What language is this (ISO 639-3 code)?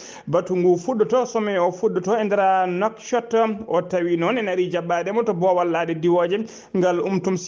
ful